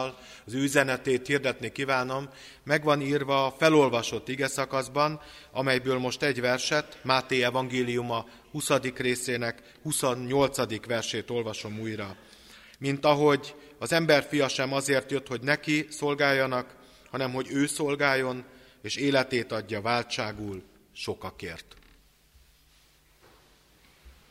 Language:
Hungarian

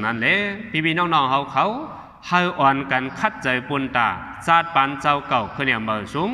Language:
Shan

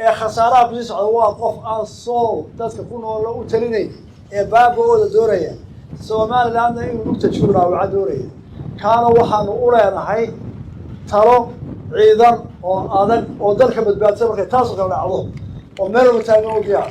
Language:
Somali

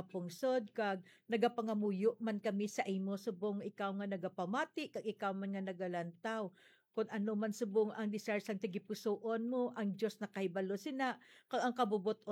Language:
Hiligaynon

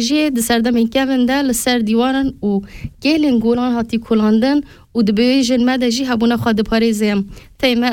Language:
Kurdish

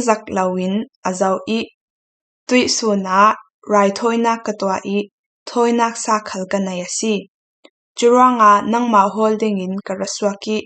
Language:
Falam Chin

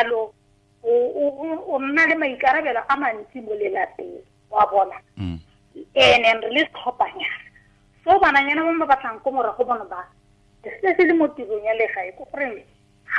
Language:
Tswana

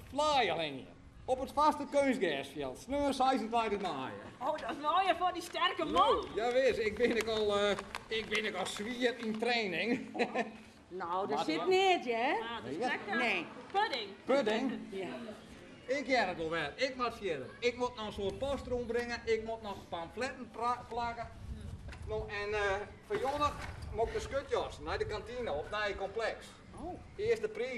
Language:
Western Frisian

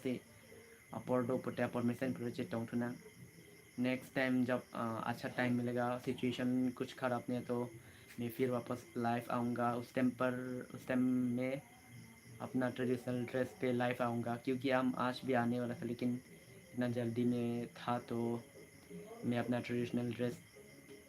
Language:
Karbi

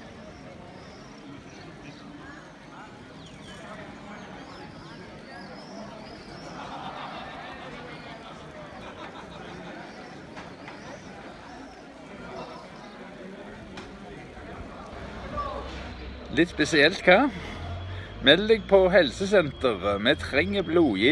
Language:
Norwegian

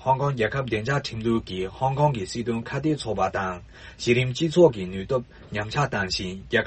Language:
Tibetan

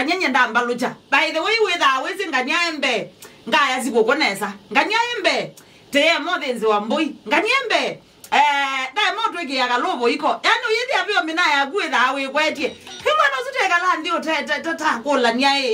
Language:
Kamba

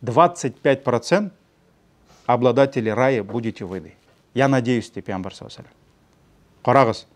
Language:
Tatar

